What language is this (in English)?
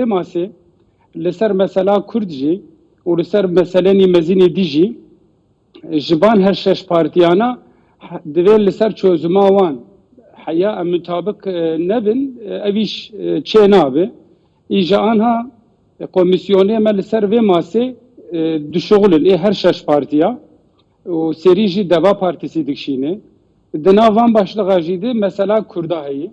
Kurdish